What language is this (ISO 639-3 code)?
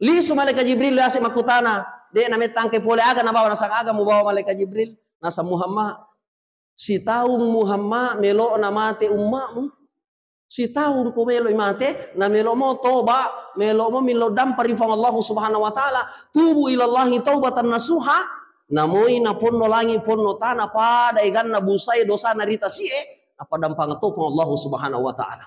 bug